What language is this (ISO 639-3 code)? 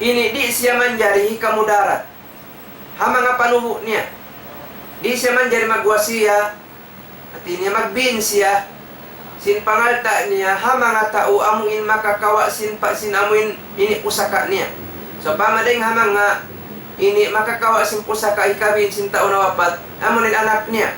tsg